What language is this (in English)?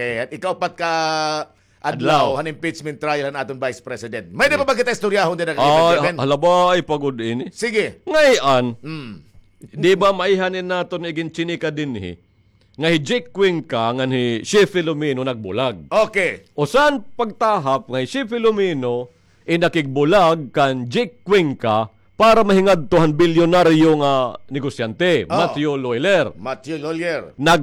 Waray